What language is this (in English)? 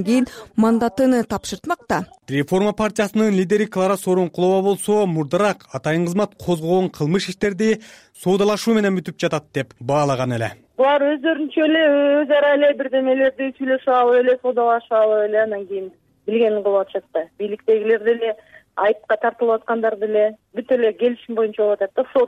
Kyrgyz